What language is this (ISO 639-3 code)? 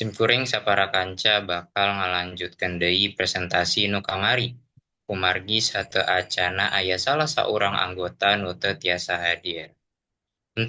sun